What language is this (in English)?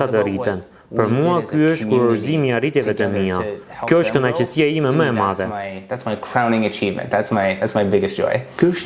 Albanian